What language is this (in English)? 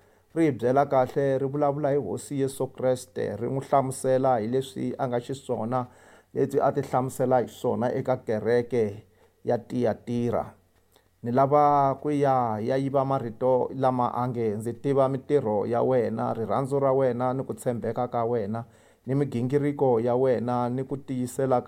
Tsonga